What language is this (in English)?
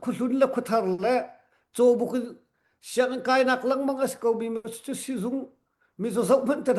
Hakha Chin